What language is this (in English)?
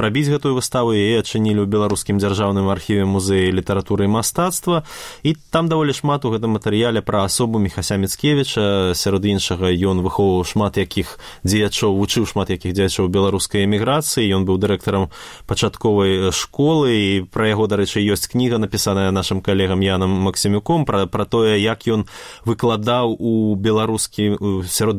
Belarusian